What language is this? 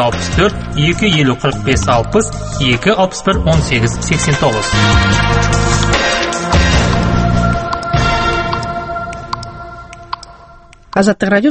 Kazakh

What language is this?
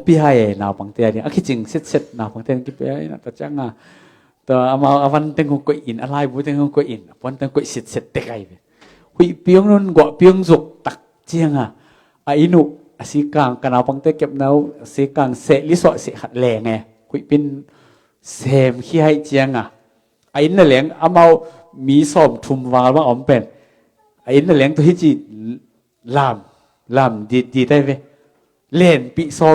Tedim Chin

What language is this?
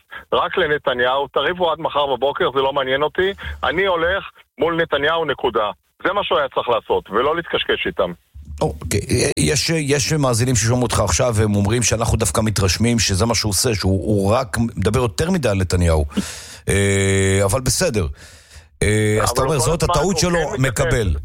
Hebrew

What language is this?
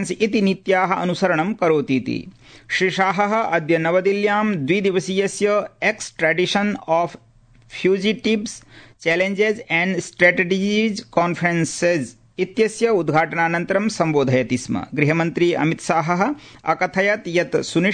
Sanskrit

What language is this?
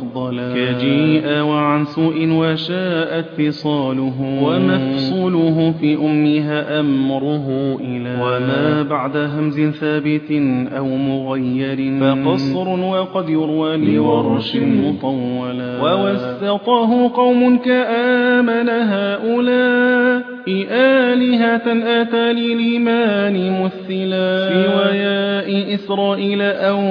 Arabic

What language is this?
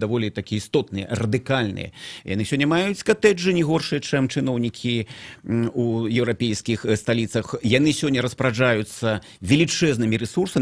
Belarusian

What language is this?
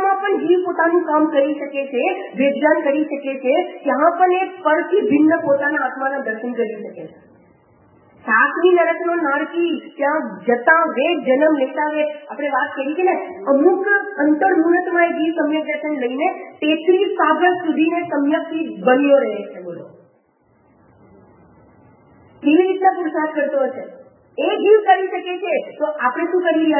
Gujarati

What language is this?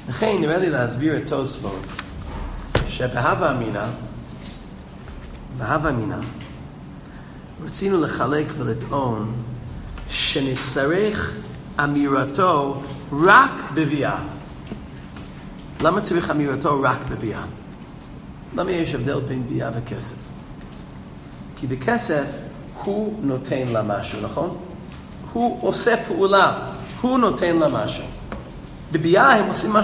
Hebrew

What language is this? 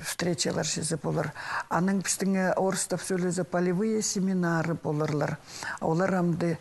Khakas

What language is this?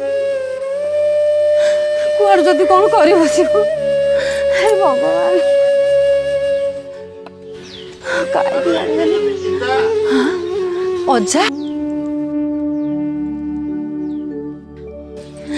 Odia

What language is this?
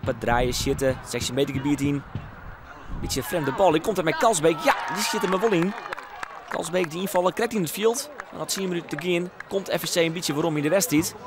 Western Frisian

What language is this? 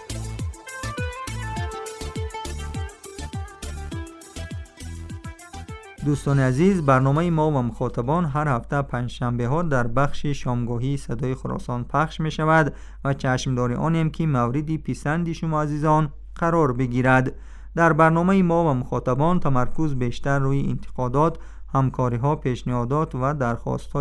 Persian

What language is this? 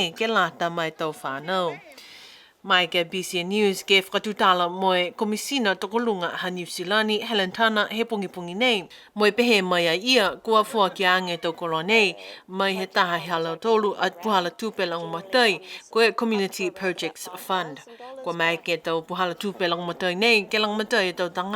Niuean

